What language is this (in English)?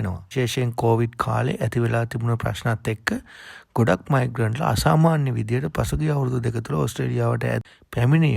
Sinhala